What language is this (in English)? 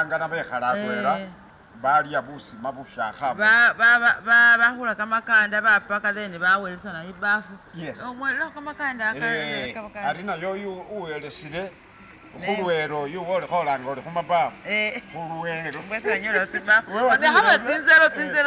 Masaaba